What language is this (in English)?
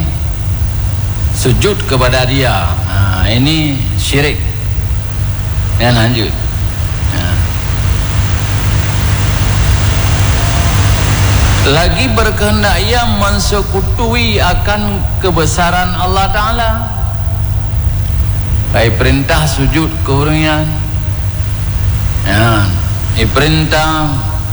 Malay